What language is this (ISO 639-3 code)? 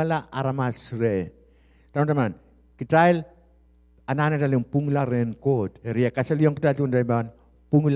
pon